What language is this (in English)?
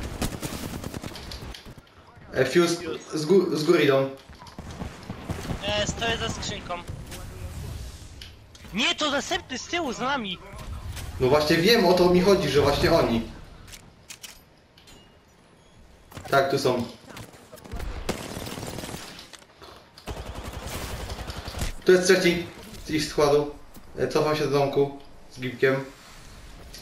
Polish